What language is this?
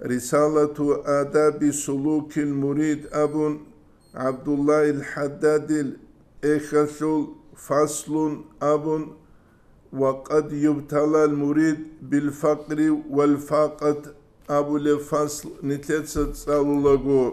Avaric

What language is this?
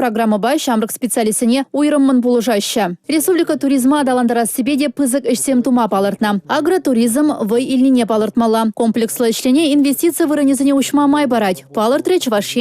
Chuvash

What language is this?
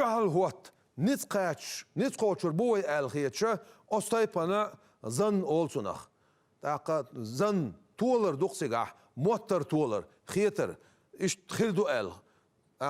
Chechen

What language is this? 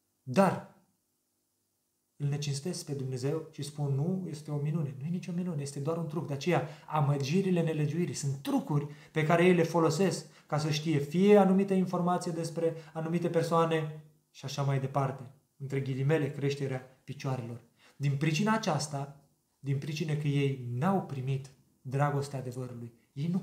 Romanian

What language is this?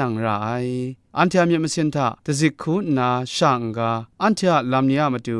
Kachin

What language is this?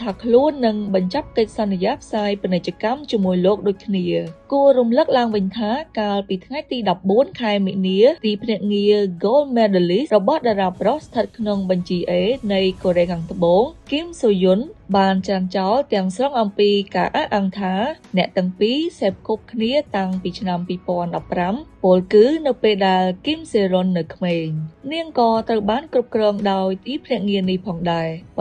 Khmer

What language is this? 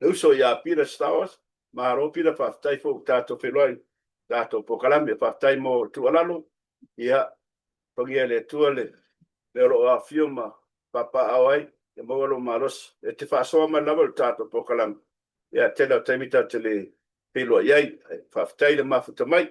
Samoan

